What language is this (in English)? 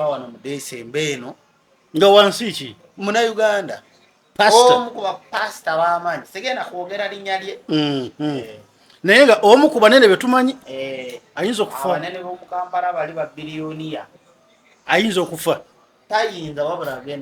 Ganda